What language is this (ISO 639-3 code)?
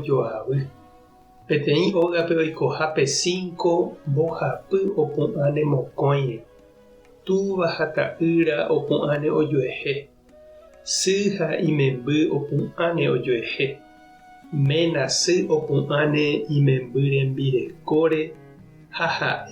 grn